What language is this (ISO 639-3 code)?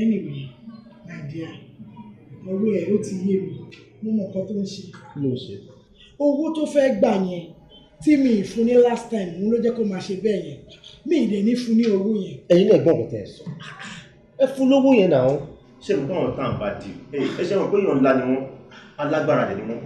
yor